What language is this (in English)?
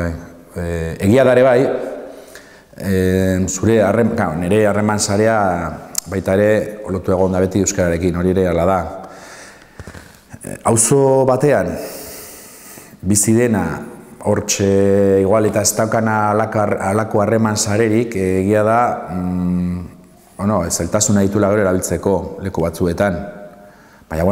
Basque